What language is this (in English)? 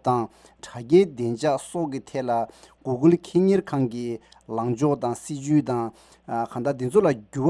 Tibetan